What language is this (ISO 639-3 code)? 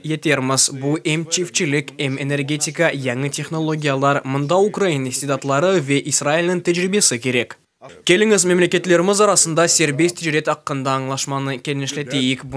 crh